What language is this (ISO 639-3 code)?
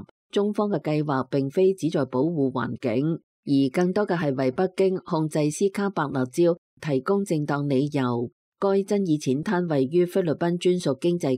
yue